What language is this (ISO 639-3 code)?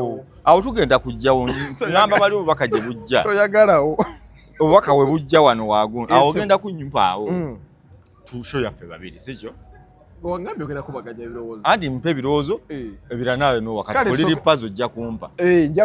lug